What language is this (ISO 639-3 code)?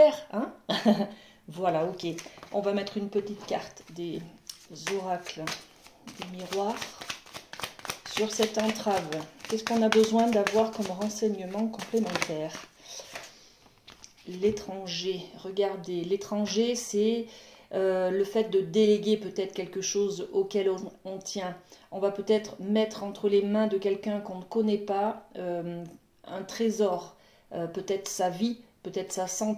fra